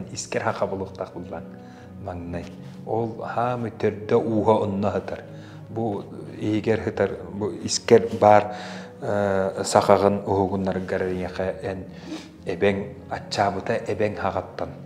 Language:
Yakut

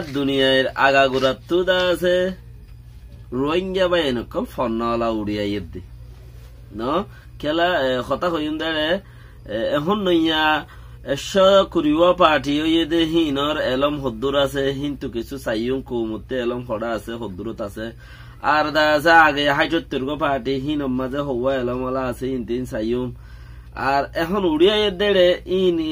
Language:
Rohingya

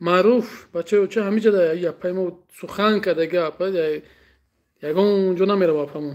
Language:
Tajik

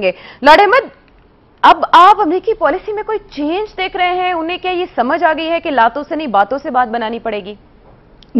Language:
Urdu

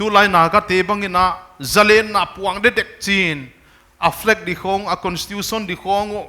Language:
Paite Chin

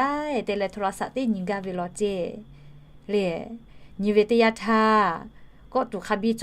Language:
Lahu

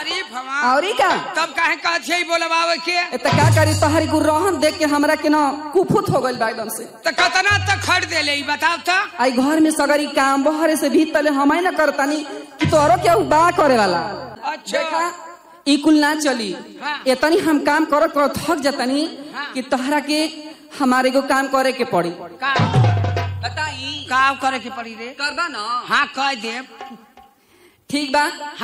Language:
Bhojpuri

